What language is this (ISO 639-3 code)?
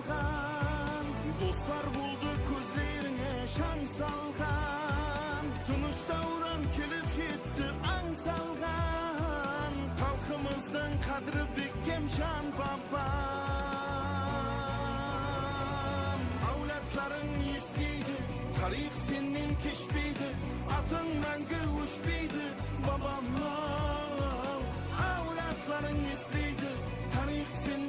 kaa